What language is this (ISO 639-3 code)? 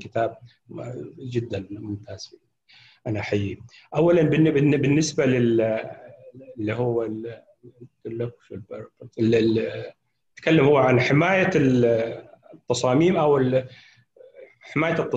ara